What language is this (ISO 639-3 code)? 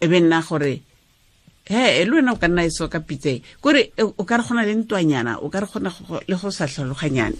tsn